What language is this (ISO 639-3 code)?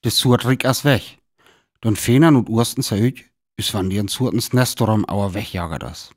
frr